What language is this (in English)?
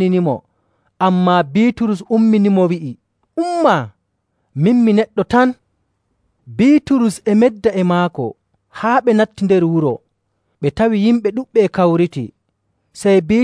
Nigerian Fulfulde